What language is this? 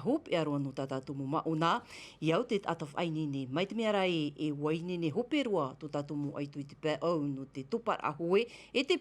Tahitian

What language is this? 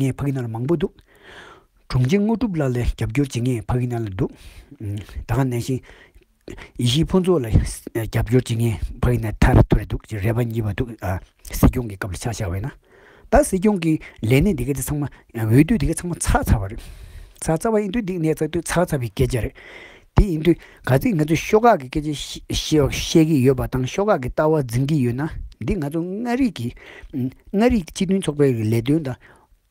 Tibetan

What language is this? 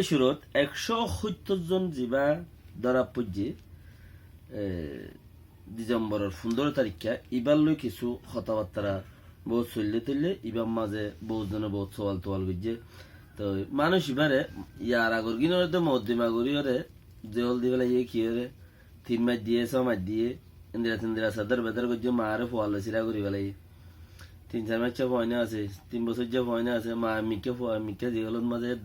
Rohingya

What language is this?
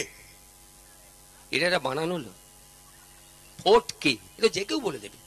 Bangla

